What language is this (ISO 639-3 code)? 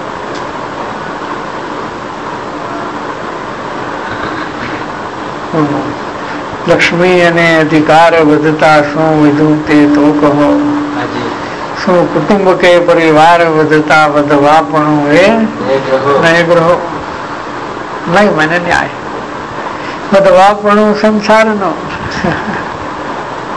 hin